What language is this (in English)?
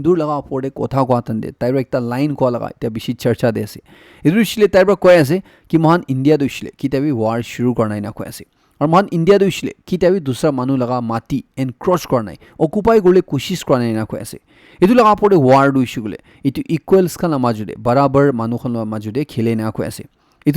Naga Pidgin